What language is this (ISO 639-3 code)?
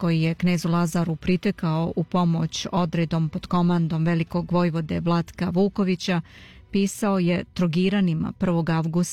srp